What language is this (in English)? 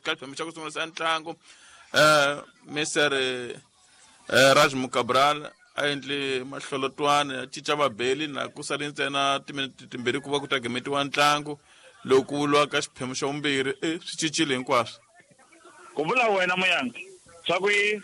Tsonga